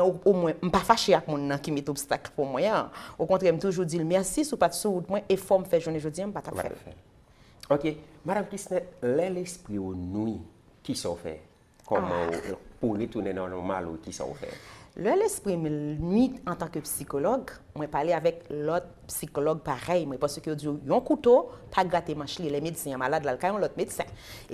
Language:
Haitian Creole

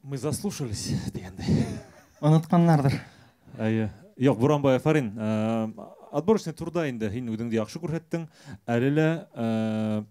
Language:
Bashkir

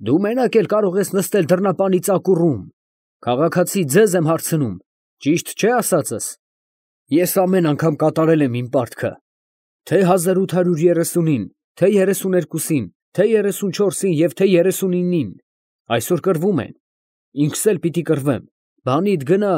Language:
Armenian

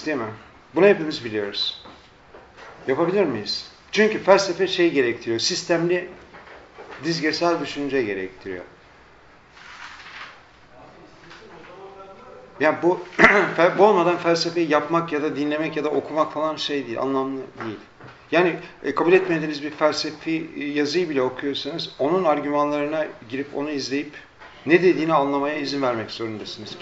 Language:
Turkish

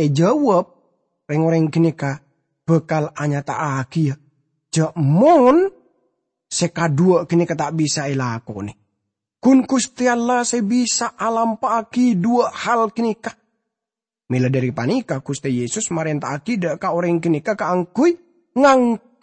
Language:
Madurese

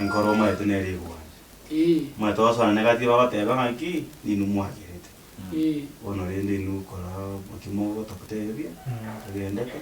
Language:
Gusii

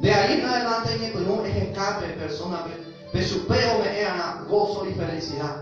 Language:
Guarani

